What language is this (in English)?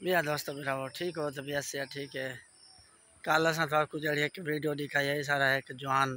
Saraiki